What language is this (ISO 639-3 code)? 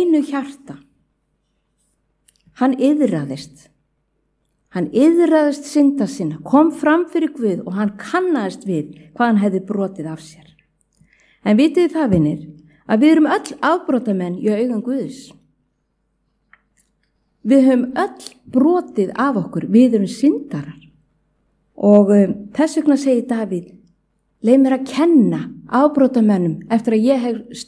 isl